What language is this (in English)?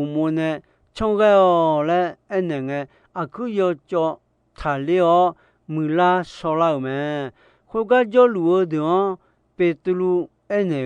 Akha